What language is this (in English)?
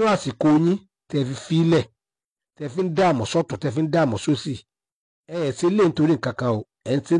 Yoruba